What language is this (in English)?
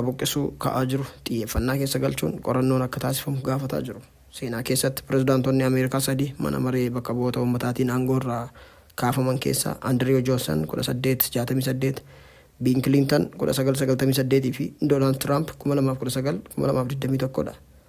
Oromo